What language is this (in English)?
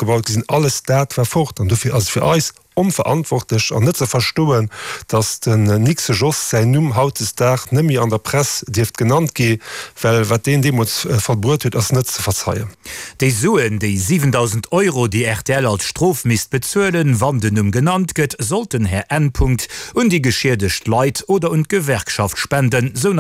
Luxembourgish